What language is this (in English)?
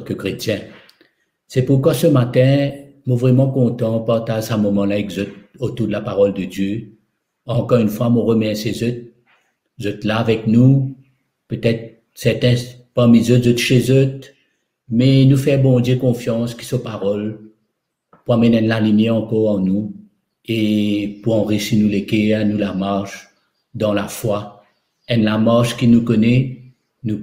Morisyen